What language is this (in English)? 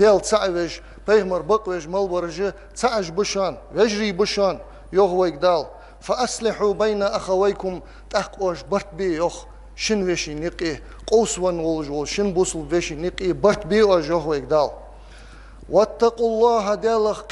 Ingush